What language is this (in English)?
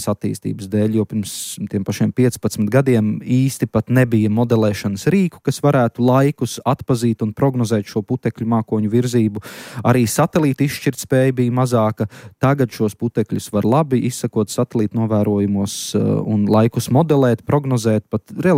Latvian